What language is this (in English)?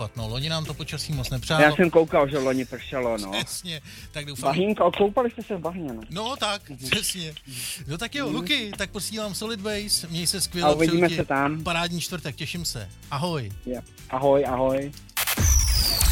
Czech